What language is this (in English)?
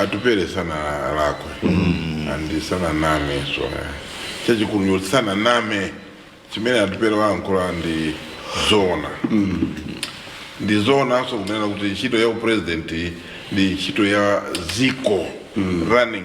Nyanja